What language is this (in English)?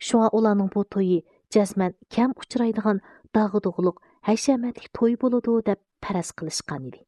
Uyghur